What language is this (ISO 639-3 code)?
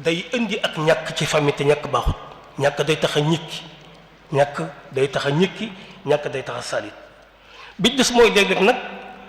wol